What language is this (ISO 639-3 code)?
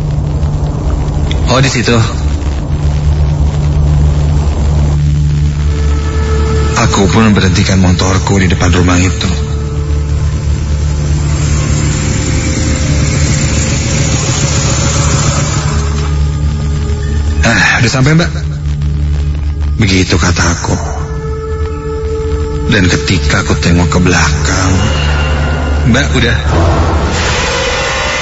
ind